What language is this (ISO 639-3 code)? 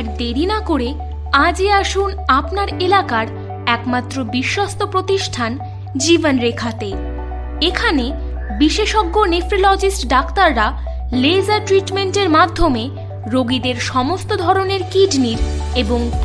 ben